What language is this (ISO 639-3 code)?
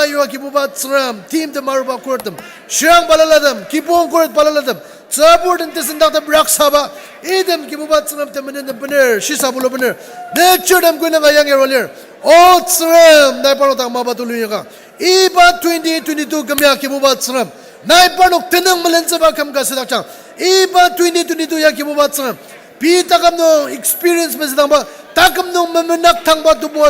njo